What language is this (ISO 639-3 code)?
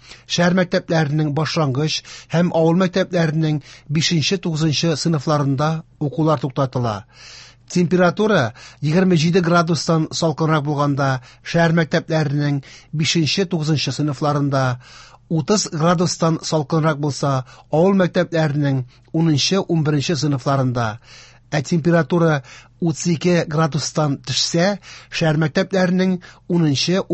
tat